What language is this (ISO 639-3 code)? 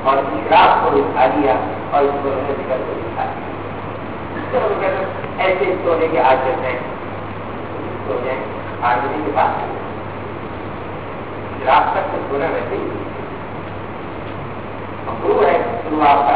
urd